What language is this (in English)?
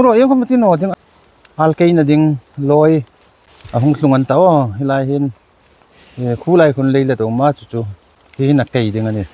Hmar